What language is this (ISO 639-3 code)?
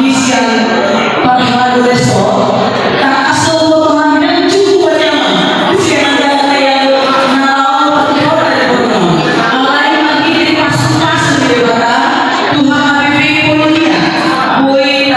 bbc